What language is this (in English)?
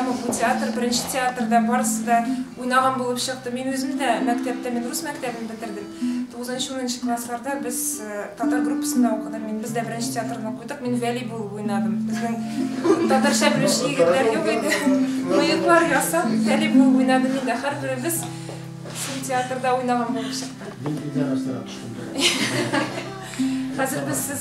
Tatar